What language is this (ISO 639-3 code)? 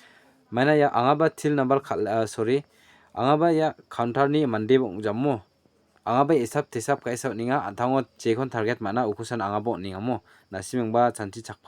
grt